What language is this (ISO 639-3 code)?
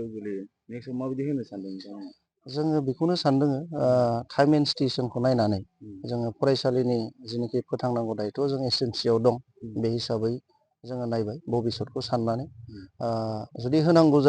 brx